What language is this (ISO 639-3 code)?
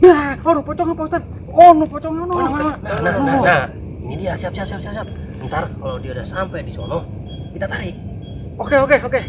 bew